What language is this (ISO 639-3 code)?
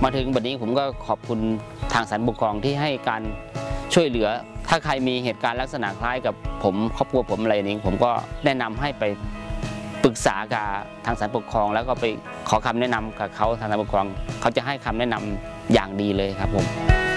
tha